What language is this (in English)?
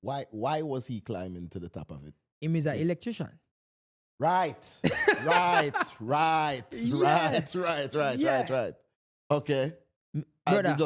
Jamaican Creole English